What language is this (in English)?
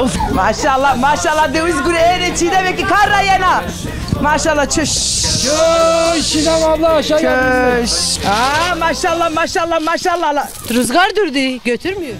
Zaza